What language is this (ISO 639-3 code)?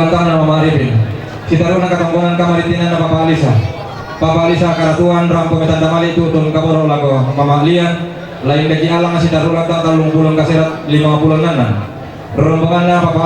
sda